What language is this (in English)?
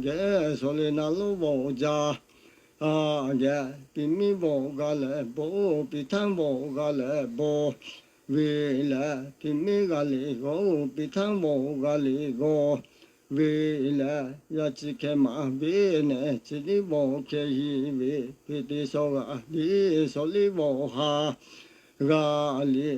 Lahu